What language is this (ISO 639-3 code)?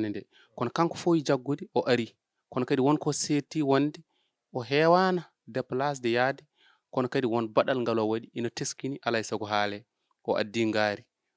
ful